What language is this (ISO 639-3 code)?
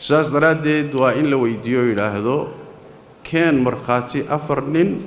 som